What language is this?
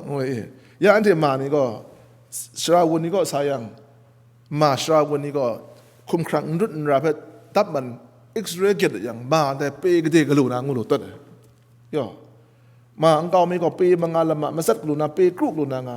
Kachin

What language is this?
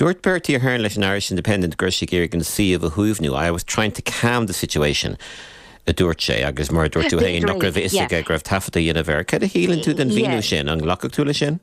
Irish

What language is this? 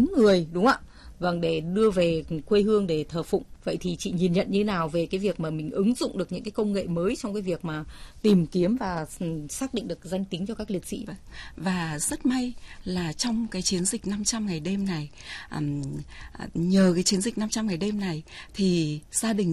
Vietnamese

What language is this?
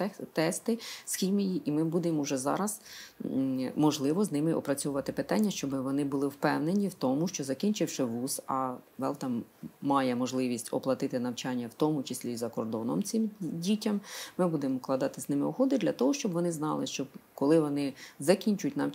Ukrainian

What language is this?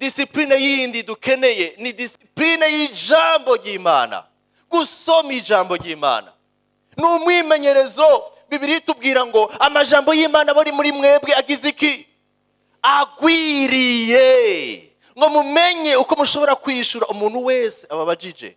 Rundi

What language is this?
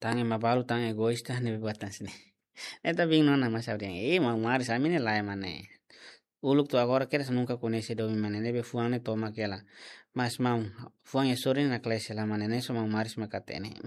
Tetum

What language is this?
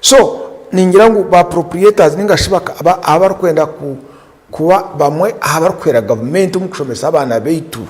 Nyankole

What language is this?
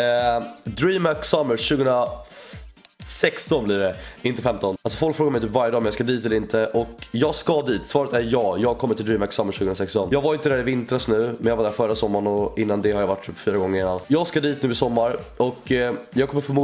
Swedish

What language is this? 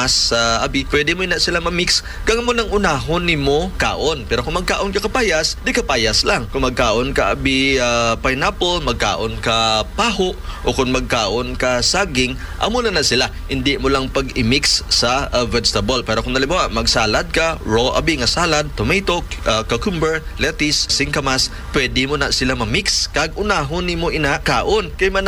Hiligaynon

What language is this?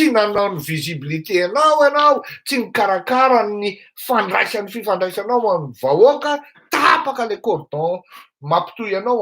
Malagasy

